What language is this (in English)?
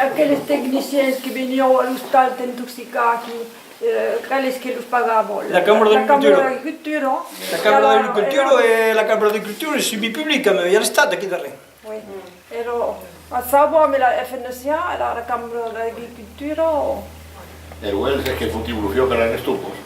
Occitan